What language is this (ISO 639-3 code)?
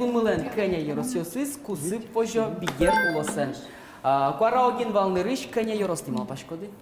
udm